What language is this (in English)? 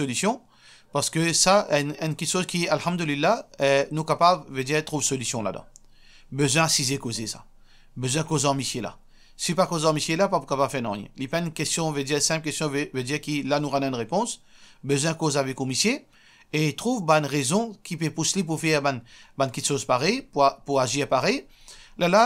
Morisyen